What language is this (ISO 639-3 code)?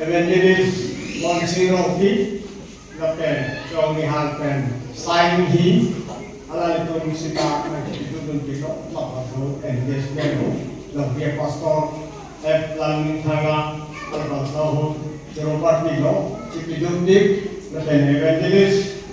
mjw